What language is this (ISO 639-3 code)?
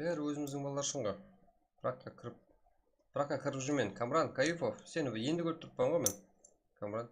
kaa